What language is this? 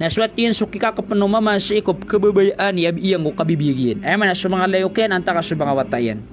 Maranao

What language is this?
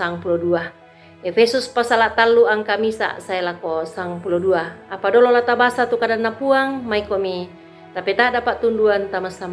Toraja-Sa'dan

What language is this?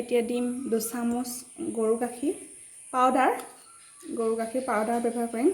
Assamese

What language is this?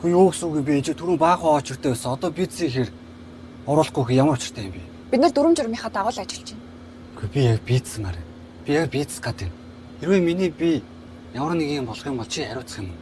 Mongolian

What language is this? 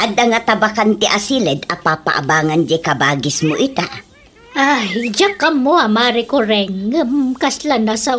Iloko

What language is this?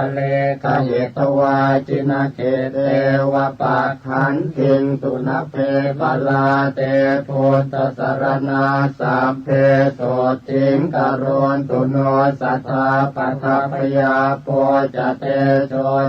Pali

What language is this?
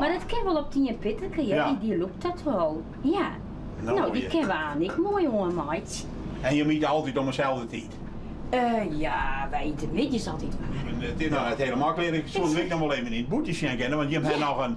Western Frisian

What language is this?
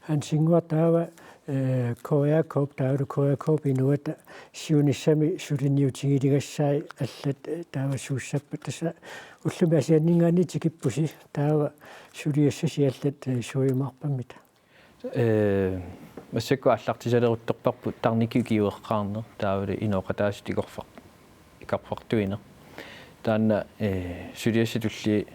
Kalaallisut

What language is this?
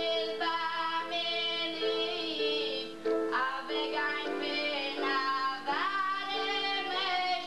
Yiddish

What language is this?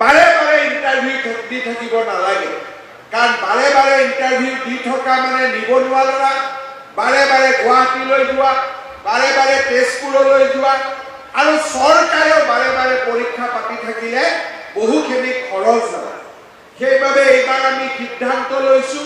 Assamese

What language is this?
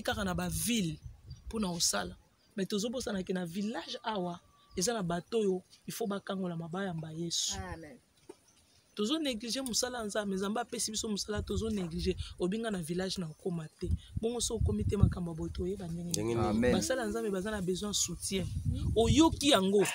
Lingala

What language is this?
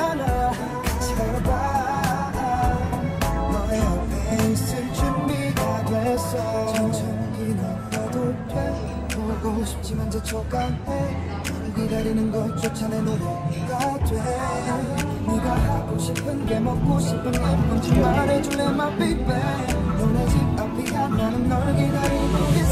Korean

